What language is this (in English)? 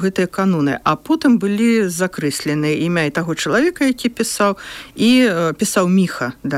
Belarusian